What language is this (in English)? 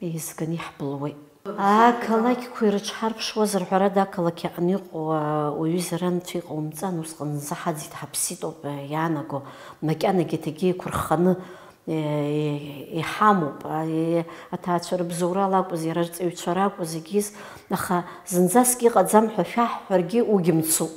Abkhazian